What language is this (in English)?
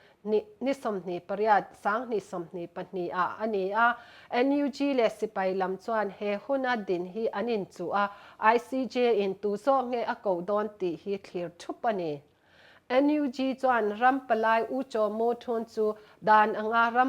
Mizo